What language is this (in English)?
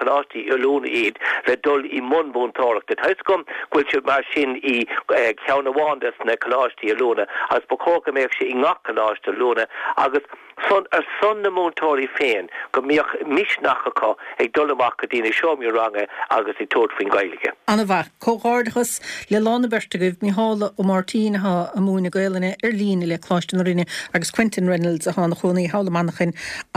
Irish